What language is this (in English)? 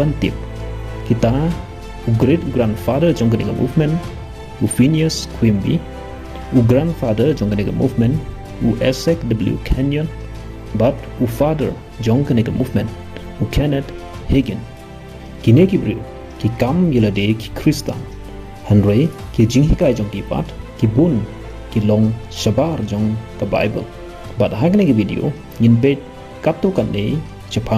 Khasi